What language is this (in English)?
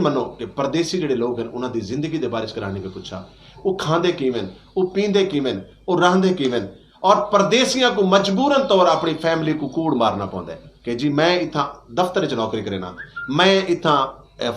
Saraiki